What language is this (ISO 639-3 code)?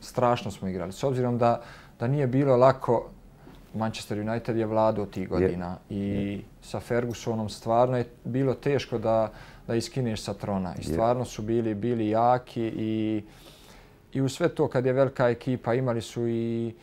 bos